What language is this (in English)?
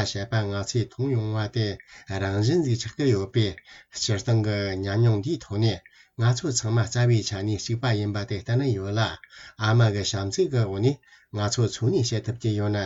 Tibetan